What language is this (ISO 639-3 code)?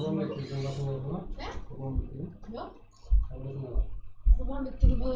kaa